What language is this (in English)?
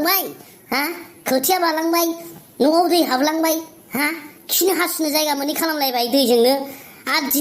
Bodo